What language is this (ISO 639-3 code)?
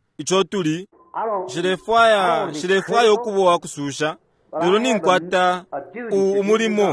bem